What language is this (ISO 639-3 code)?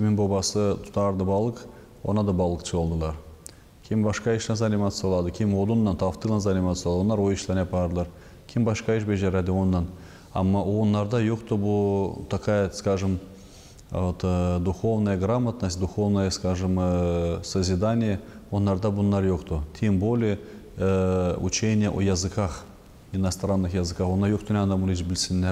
gag